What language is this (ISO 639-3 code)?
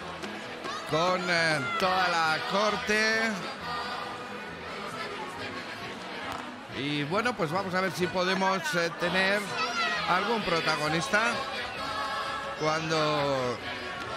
spa